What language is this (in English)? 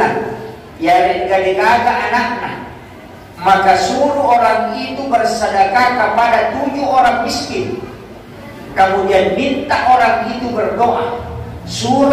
Buginese